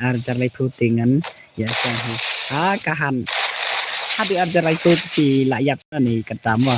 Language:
Khasi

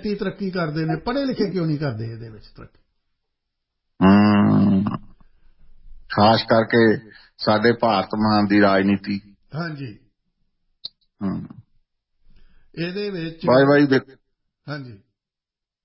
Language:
Punjabi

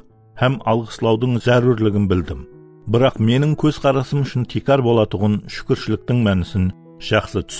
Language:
Kara-Kalpak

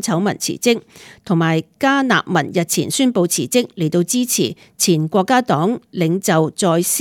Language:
Cantonese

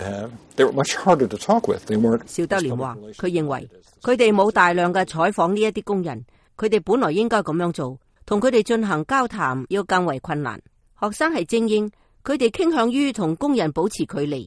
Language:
Cantonese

